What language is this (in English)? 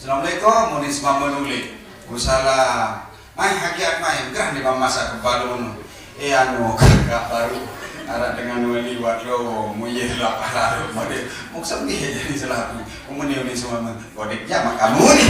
Sasak